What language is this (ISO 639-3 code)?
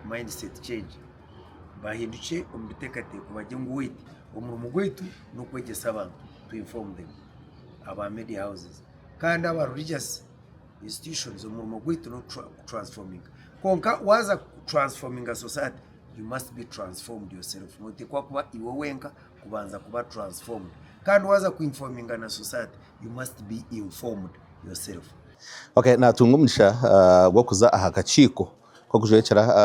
nyn